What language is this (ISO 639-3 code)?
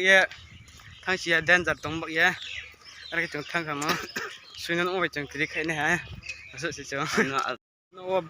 ria